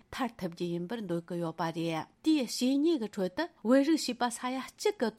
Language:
Tibetan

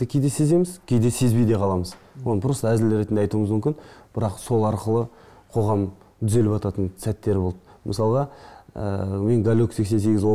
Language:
Kazakh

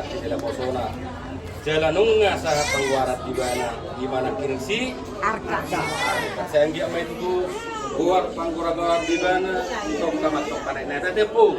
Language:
Batak Toba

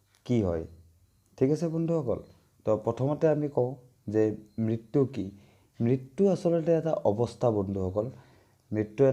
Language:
Assamese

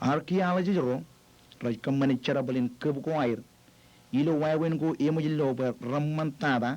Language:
Marshallese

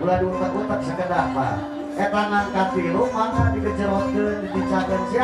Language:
Sundanese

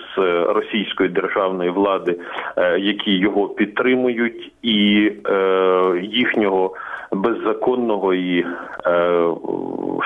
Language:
Ukrainian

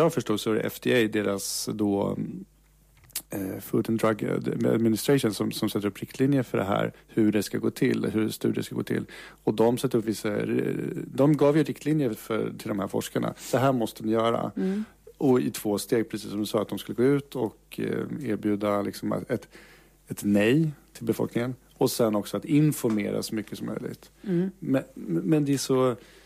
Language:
Swedish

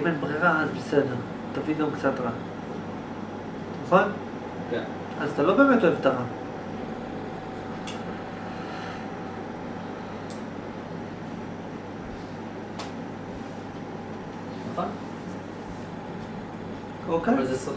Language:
Hebrew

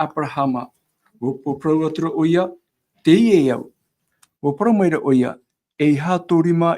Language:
Tahitian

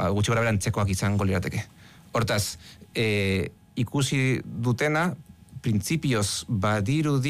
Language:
Basque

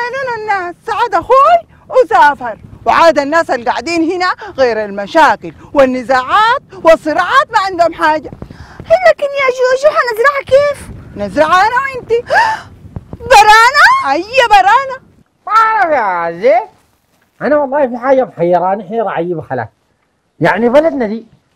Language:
Sudanese Arabic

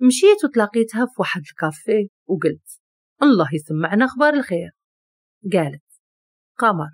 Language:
Moroccan Arabic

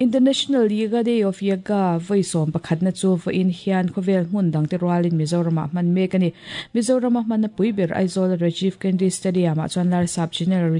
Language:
Mizo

